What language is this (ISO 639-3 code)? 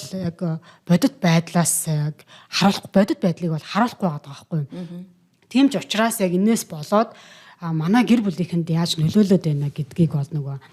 mon